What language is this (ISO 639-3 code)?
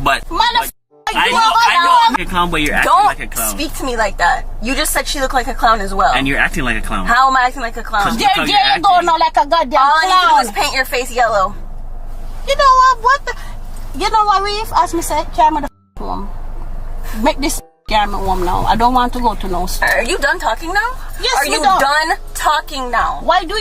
jam